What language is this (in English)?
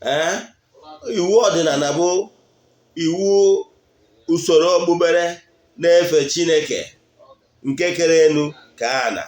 Igbo